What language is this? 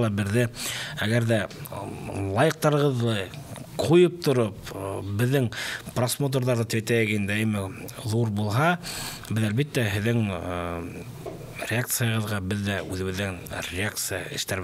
Bashkir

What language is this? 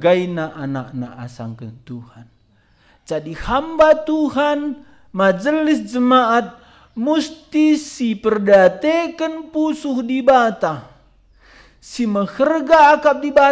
Batak Karo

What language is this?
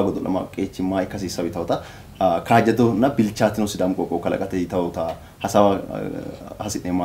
Sidamo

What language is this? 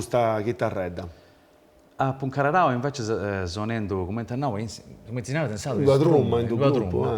Sardinian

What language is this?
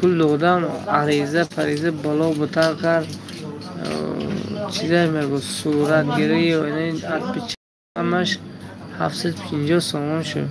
Tajik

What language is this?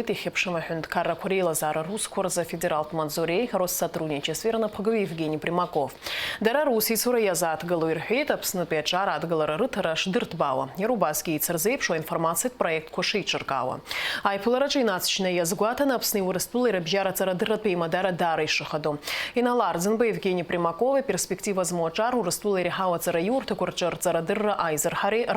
Abkhazian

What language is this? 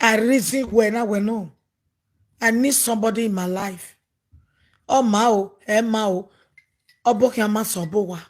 Nigerian Pidgin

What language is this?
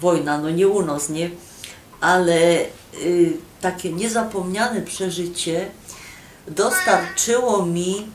Silesian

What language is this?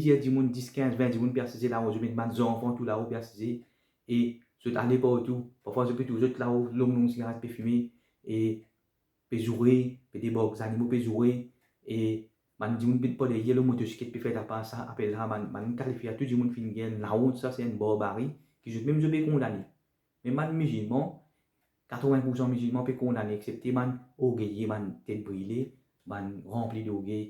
Morisyen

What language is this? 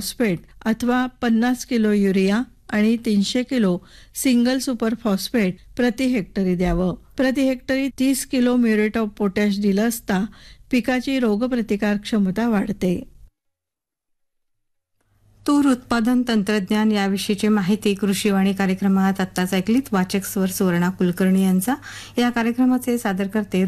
Marathi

